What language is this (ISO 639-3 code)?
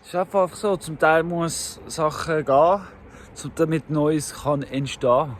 gsw